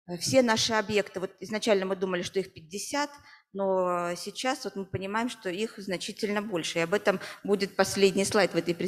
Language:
Russian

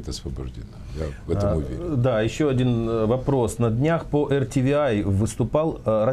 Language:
Russian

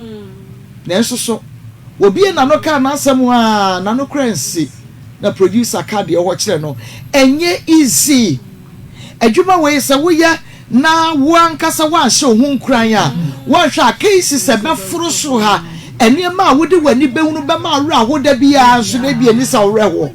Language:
Akan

